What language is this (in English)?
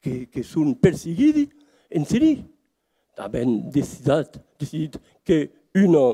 Occitan